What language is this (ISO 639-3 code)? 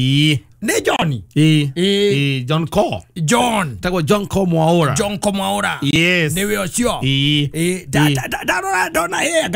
kik